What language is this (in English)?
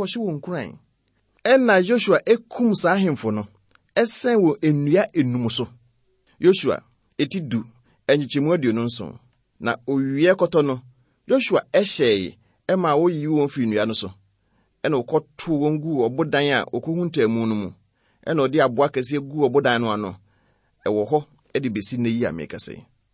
Akan